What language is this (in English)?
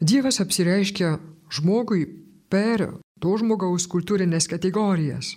Lithuanian